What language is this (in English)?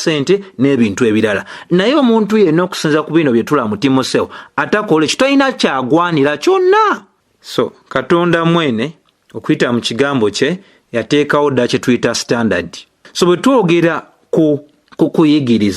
Ganda